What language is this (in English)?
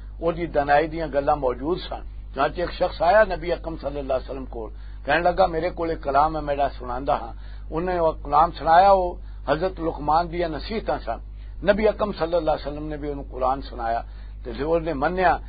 Western Panjabi